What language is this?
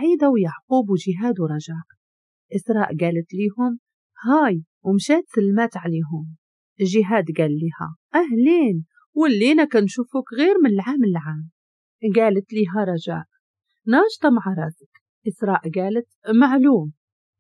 Moroccan Arabic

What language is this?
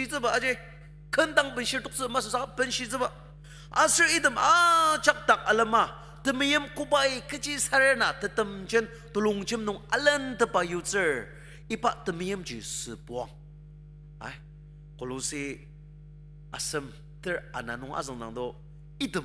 Ao Naga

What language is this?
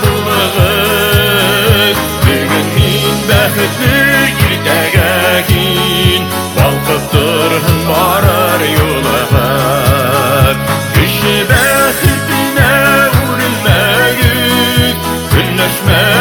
Bashkir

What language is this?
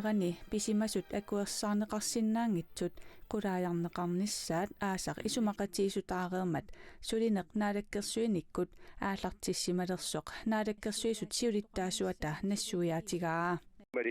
Kalaallisut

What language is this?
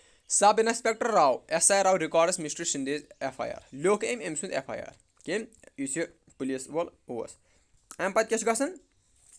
Kashmiri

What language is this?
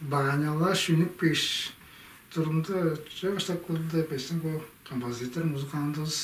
Tuvinian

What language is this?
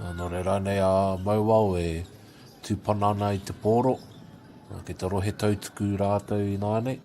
Māori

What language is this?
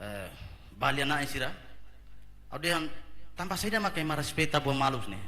Tetum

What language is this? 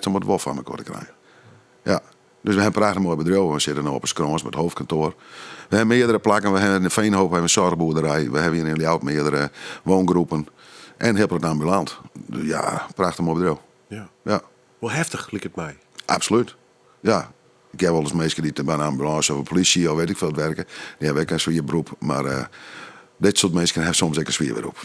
Western Frisian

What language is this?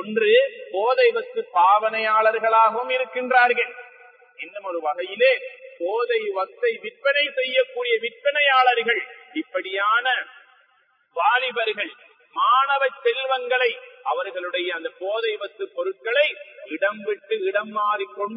Tamil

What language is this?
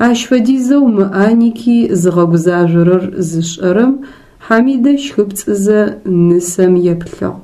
Adyghe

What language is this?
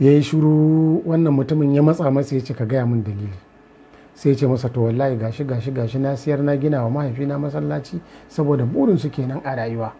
Hausa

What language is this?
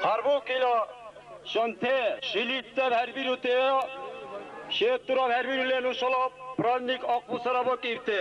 Dargwa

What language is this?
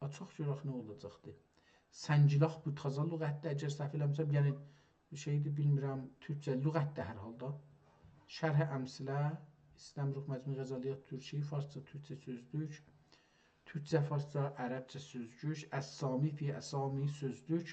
South Azerbaijani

